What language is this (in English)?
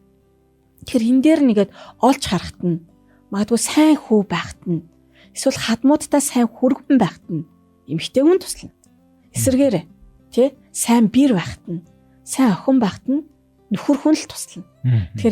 Mongolian